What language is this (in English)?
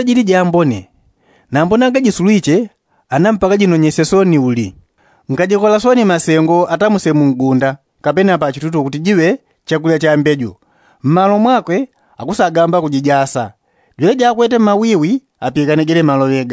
Yao